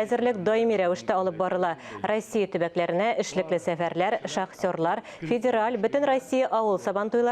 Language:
Tatar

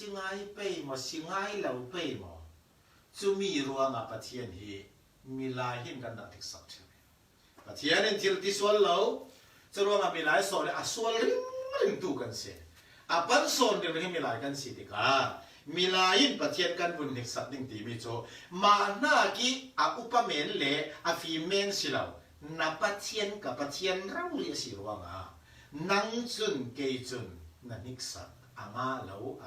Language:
Falam Chin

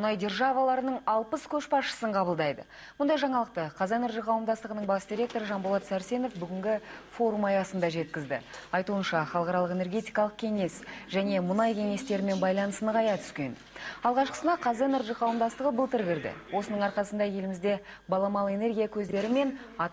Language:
Kazakh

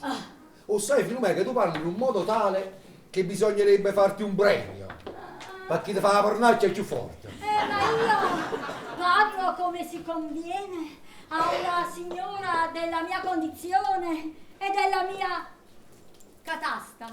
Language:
Neapolitan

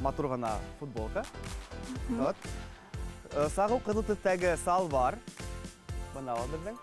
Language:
Bashkir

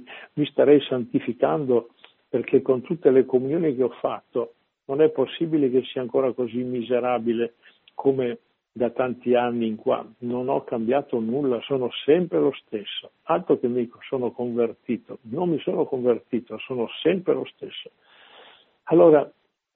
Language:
Italian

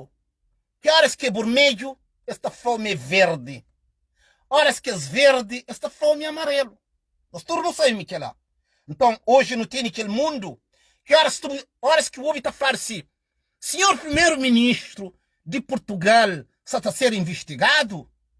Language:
Kabuverdianu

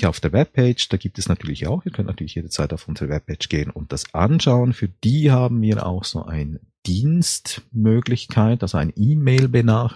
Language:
German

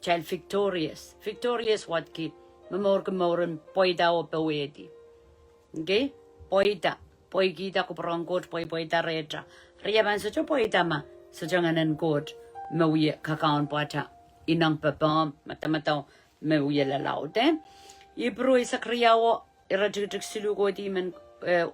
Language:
Pohnpeian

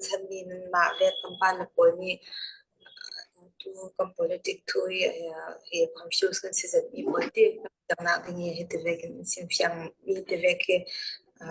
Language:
Falam Chin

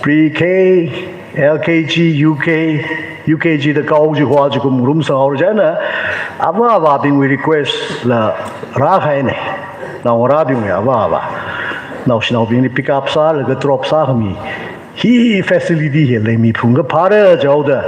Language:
Tangkhul Naga (India)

